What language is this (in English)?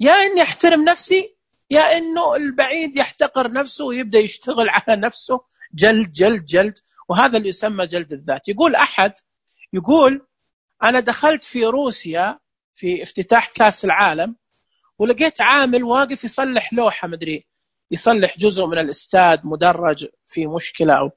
Najdi Arabic